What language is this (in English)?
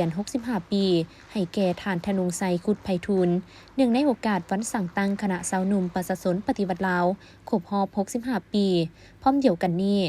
Lao